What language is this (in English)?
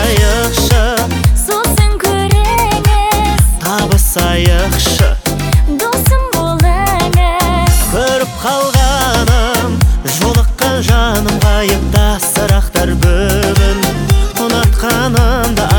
Kazakh